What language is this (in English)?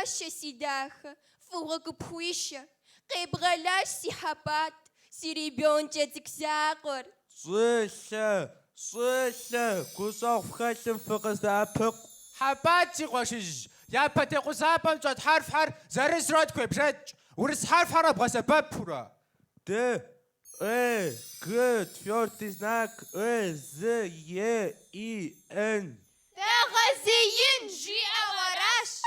Kabardian